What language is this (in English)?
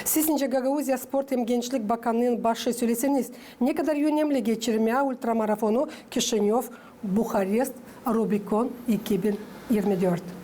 Gagauz